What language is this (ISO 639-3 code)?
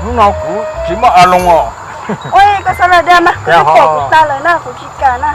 hmn